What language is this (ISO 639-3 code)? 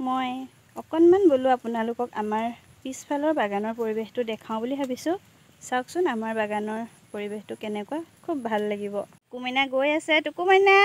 asm